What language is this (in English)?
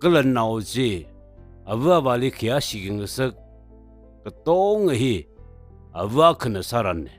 Tangkhul Naga (India)